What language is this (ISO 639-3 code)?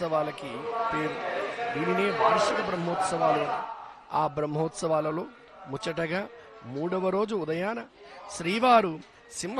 tel